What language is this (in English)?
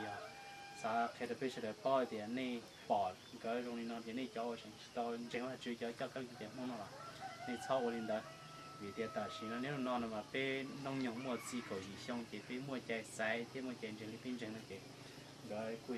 Hmong